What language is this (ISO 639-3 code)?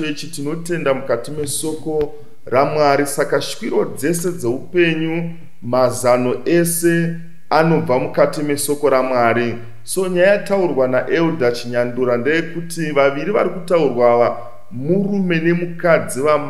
sna